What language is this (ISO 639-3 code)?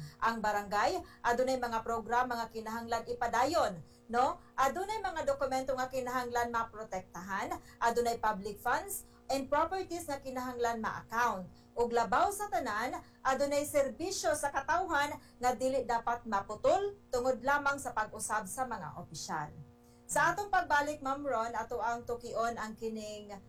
ceb